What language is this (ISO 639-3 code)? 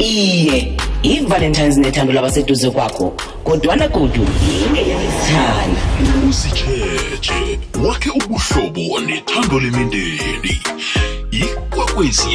nbl